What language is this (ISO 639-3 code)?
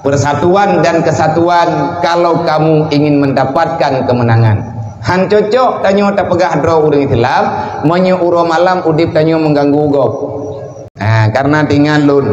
ace